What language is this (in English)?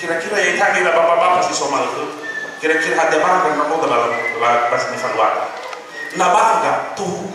Nias